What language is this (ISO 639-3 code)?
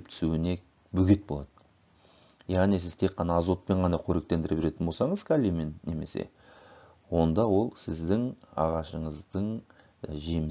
kaz